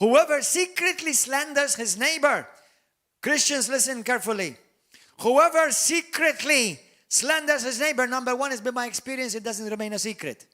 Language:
English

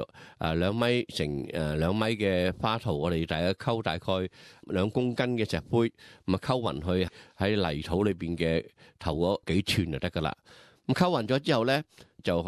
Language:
Cantonese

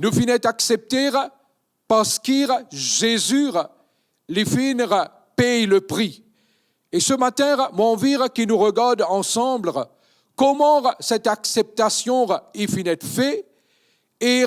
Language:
Morisyen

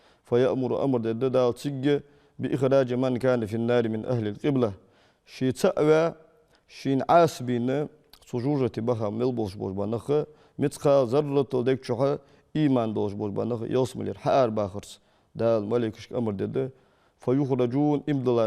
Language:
Ingush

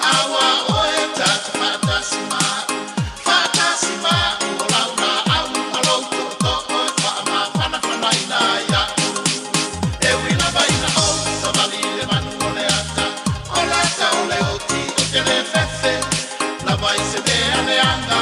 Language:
Samoan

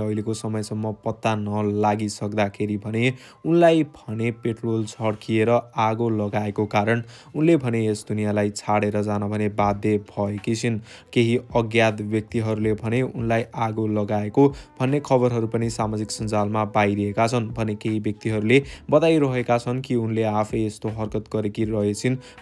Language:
Nepali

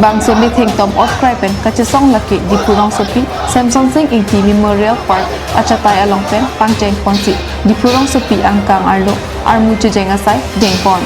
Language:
Karbi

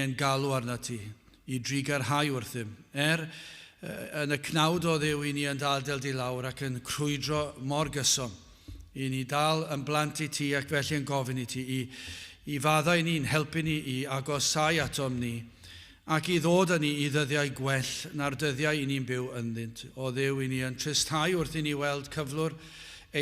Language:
Welsh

